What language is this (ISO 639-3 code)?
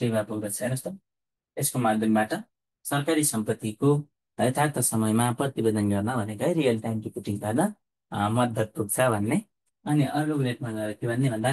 nep